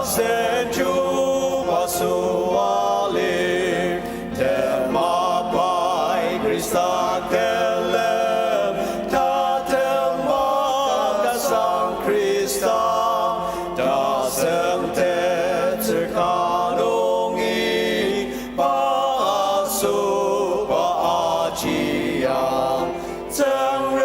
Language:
Ao Naga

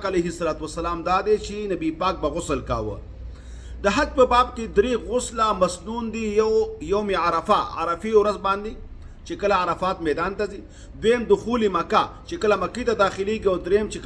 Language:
Pashto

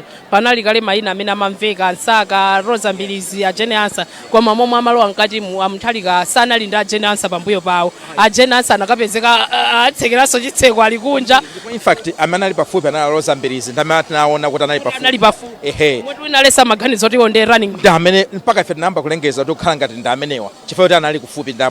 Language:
Nyanja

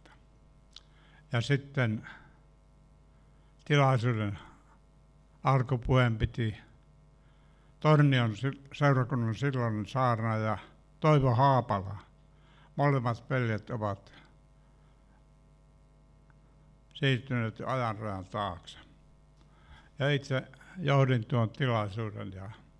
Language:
Finnish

